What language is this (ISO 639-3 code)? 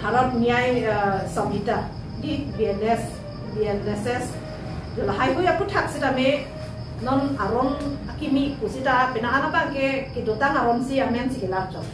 mjw